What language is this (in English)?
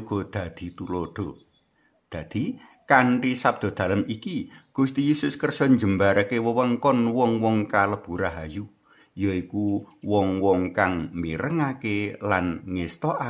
Javanese